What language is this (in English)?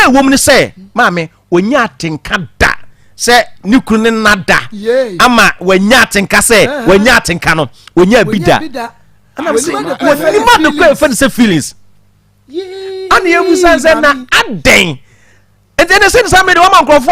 Akan